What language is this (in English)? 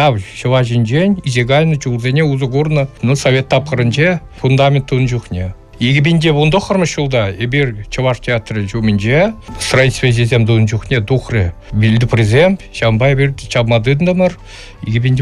Chuvash